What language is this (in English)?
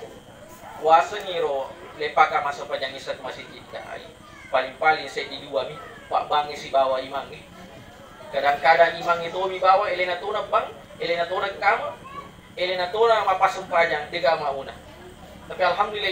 Buginese